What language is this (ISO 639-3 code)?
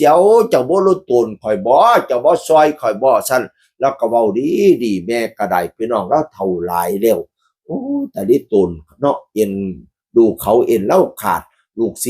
tts